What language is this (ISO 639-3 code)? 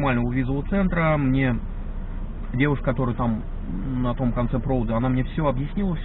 rus